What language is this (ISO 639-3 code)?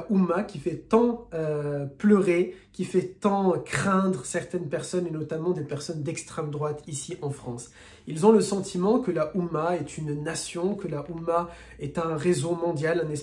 fra